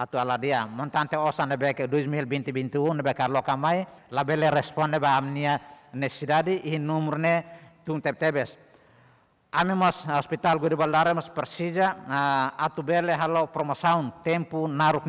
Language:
Tetum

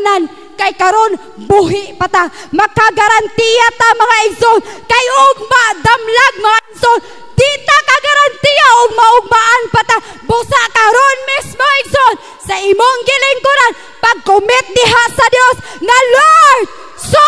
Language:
Cebuano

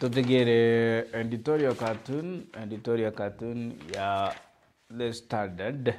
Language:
Meru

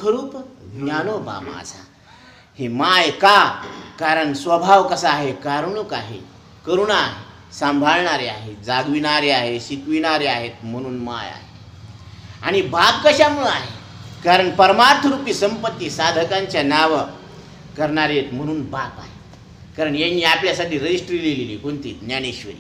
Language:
Marathi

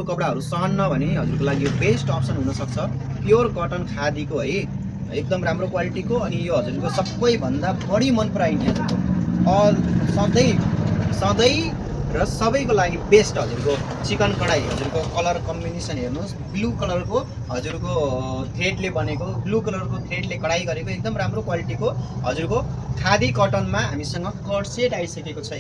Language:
Nepali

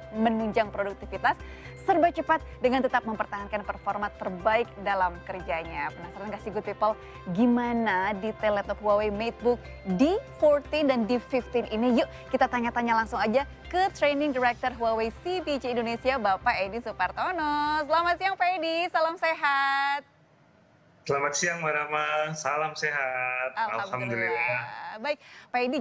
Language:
Indonesian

